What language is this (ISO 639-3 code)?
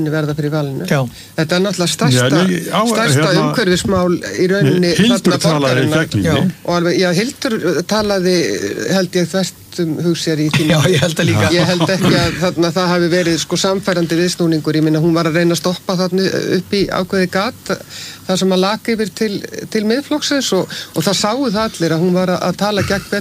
isl